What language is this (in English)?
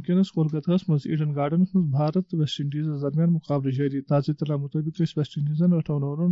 Kashmiri